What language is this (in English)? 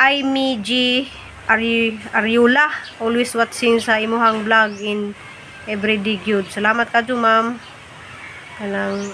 Cebuano